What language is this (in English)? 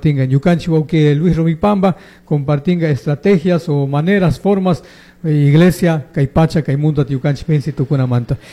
Chimborazo Highland Quichua